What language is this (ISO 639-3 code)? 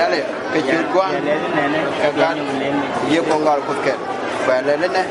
nus